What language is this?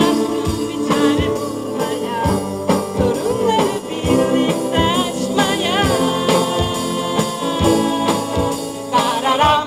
Turkish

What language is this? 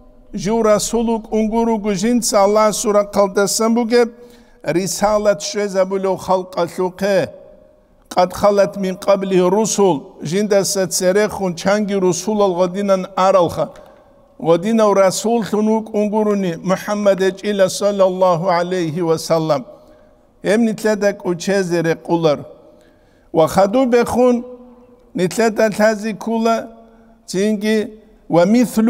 Avaric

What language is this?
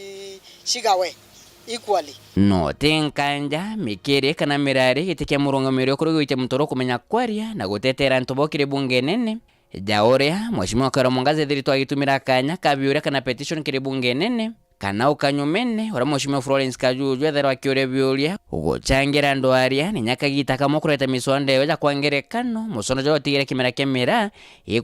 Meru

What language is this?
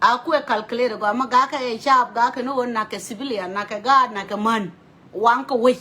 Nuer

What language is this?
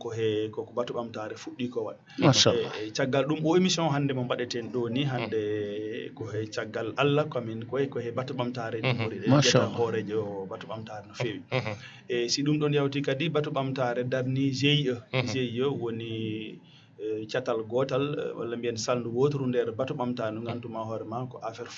Fula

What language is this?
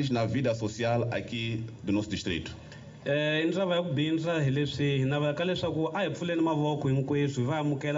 Tsonga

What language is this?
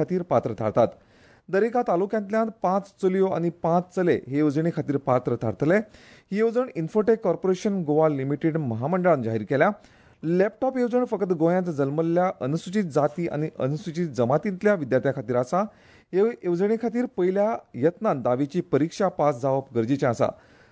Konkani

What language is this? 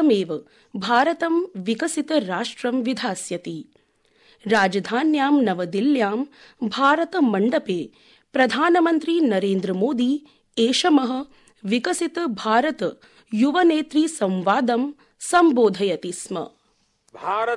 Sanskrit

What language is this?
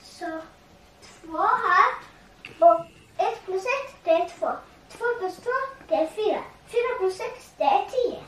Faroese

